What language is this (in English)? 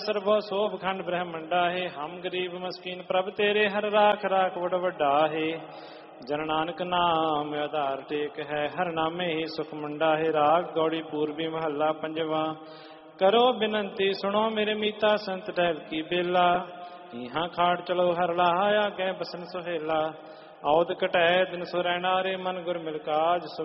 Punjabi